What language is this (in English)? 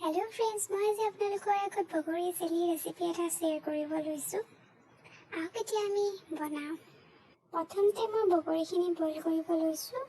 Assamese